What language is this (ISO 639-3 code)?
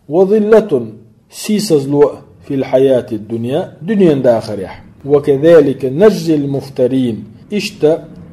che